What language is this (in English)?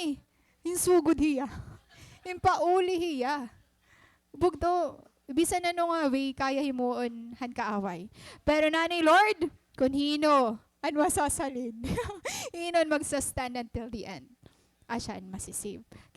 Waray